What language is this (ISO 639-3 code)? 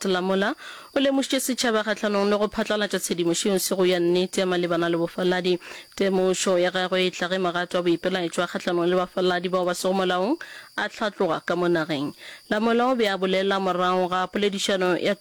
nso